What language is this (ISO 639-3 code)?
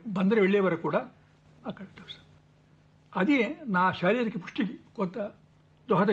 tel